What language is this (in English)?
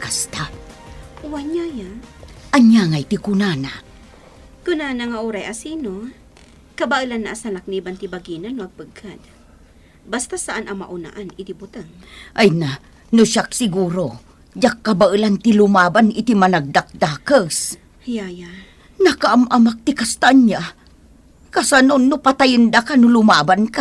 Iloko